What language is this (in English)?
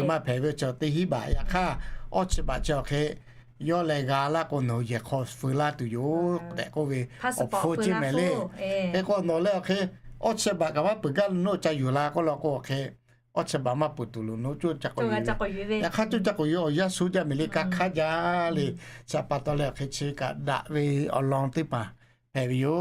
Lahu